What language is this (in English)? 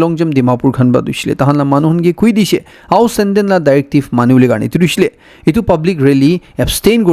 Naga Pidgin